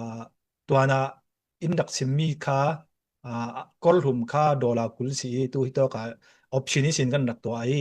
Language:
Falam Chin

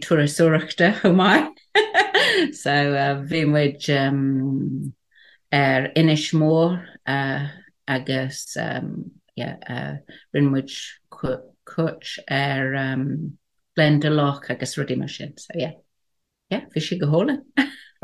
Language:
Irish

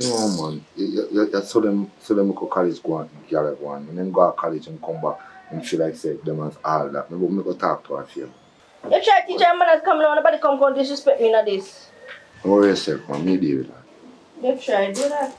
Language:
Jamaican Creole English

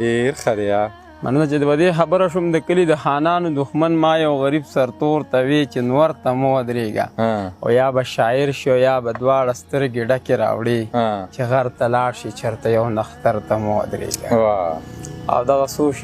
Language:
Pashto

